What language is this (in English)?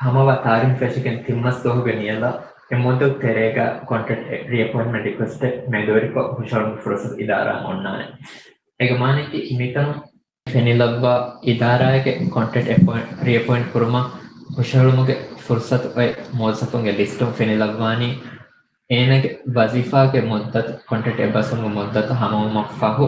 Divehi